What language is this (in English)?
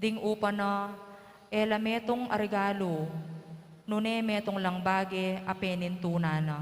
Pampanga